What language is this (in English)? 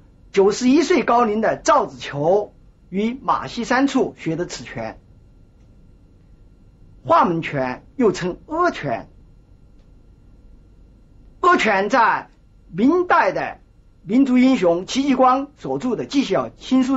Chinese